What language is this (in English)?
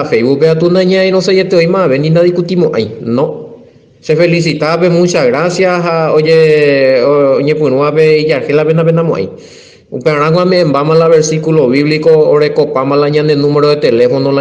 Guarani